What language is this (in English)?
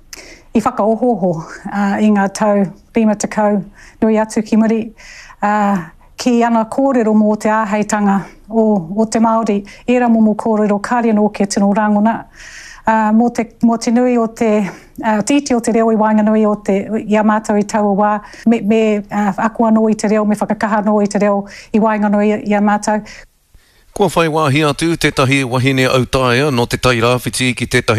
Māori